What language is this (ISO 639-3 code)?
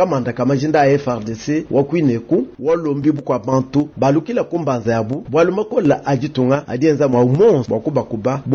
lua